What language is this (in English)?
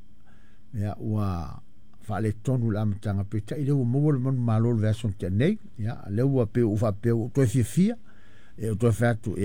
Samoan